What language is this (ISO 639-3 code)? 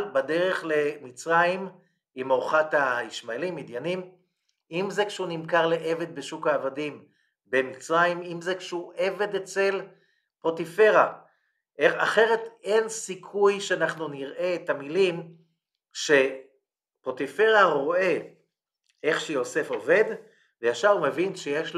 heb